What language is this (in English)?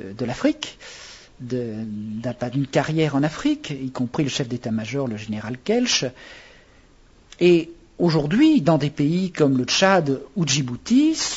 French